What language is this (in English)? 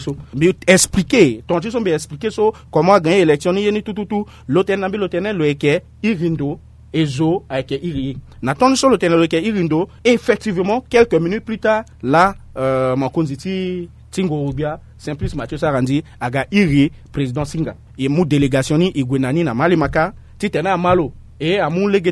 Sango